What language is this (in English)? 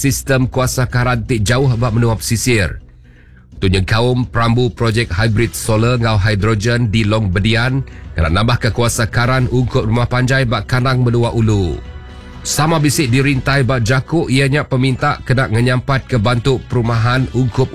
Iban